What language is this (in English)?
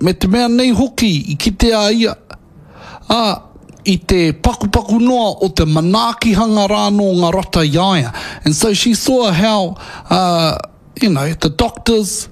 Māori